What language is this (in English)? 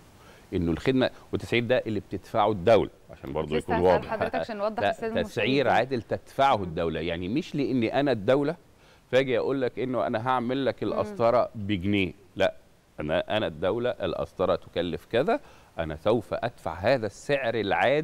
Egyptian Arabic